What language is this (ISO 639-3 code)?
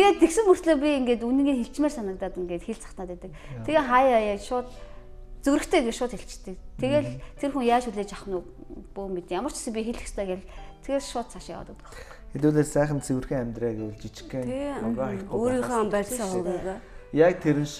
mon